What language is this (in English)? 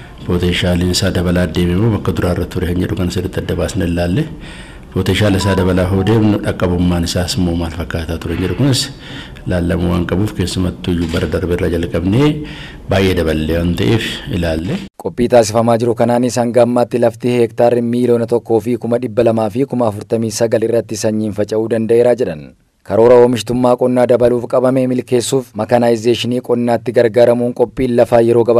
Oromo